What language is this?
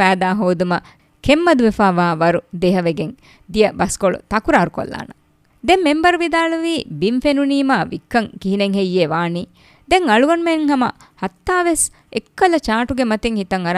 Divehi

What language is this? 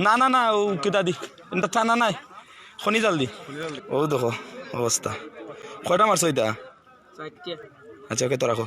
Sylheti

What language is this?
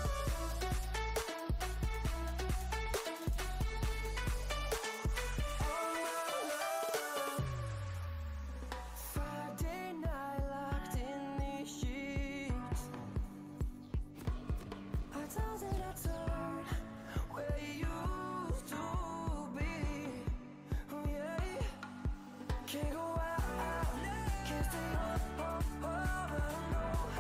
English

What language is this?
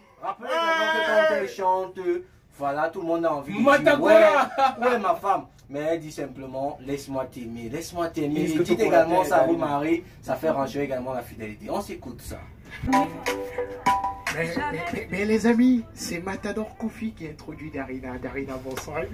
French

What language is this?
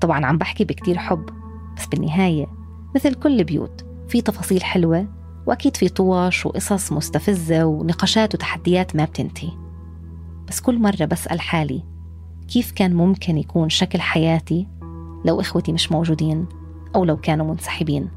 North Levantine Arabic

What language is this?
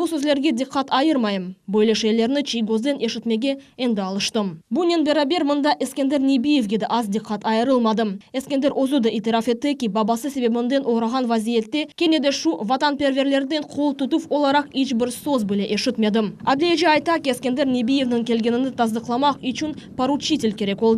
Crimean Tatar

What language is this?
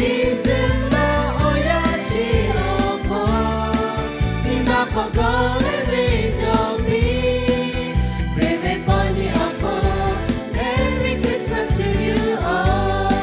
Lahu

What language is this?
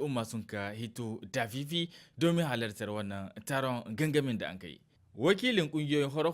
Hausa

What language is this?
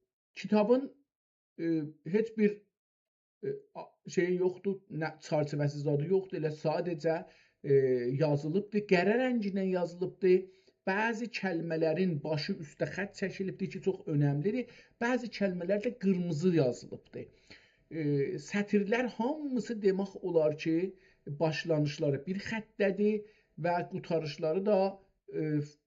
South Azerbaijani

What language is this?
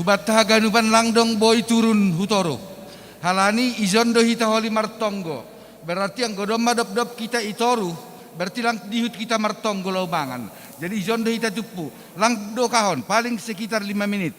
Batak Simalungun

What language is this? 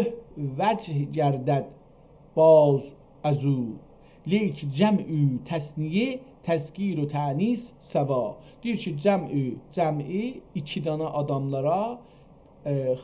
South Azerbaijani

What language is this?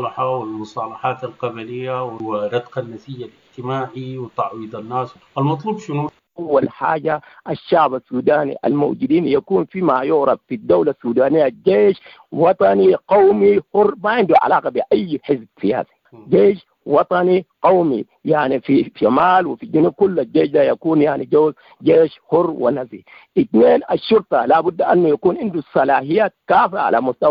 Sudanese Arabic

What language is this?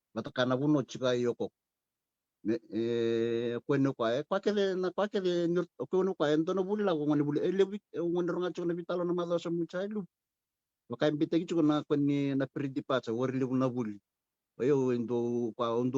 Fijian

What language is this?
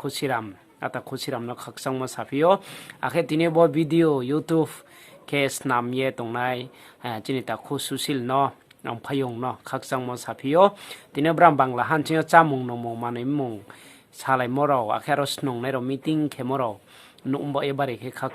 Riang (India)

